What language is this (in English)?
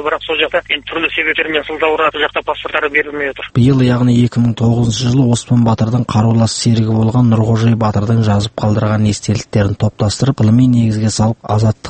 Kazakh